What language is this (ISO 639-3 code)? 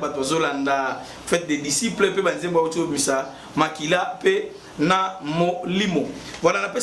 lin